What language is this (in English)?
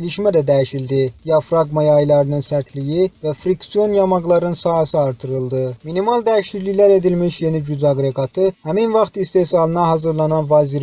Azerbaijani